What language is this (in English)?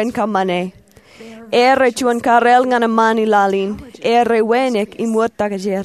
Marshallese